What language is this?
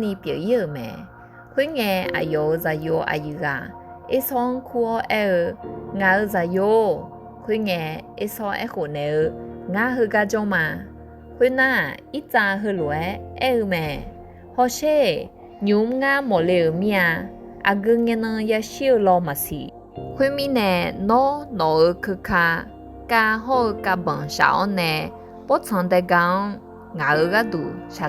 Akha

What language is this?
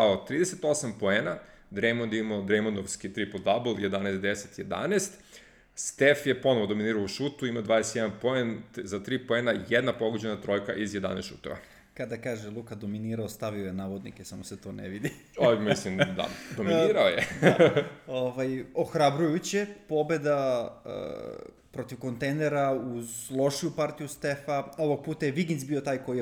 Serbian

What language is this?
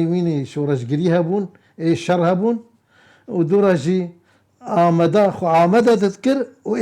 Kurdish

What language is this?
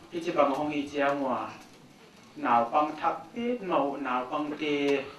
Paite Chin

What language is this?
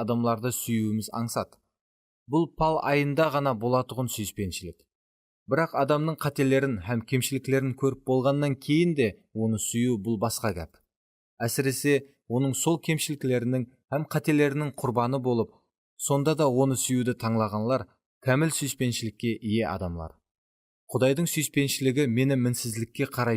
Kara-Kalpak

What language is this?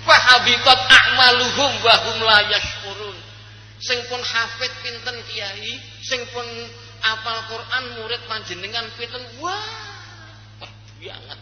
Javanese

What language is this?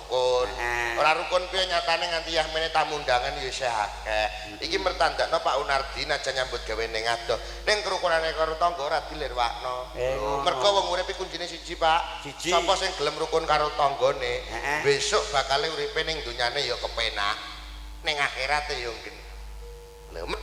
Javanese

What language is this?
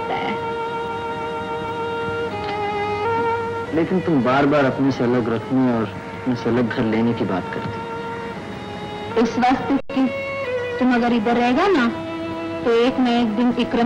Hindi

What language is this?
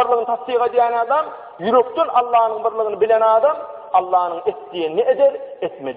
Turkmen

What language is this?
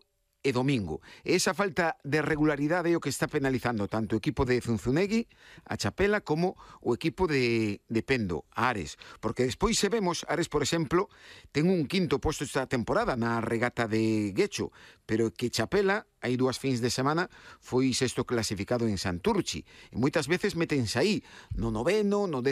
Galician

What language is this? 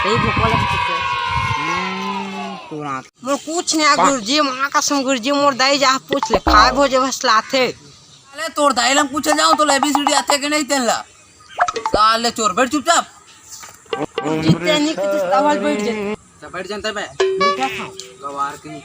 Chhattisgarhi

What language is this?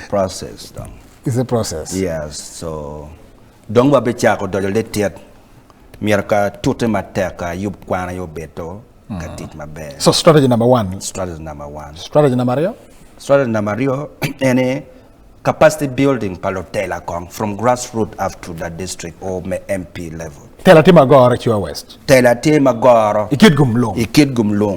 Acoli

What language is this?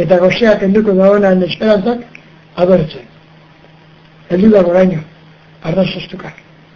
Basque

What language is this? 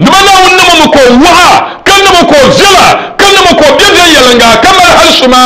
Dagbani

